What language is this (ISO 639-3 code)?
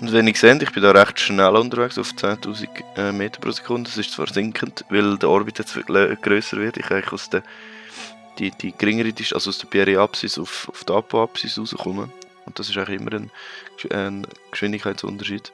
gsw